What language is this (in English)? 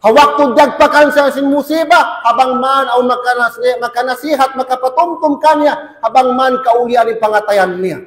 Tausug